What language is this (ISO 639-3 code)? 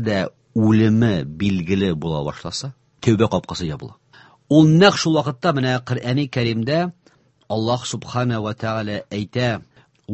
tat